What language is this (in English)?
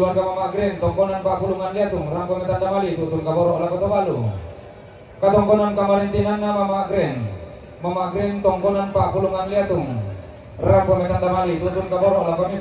Toraja-Sa'dan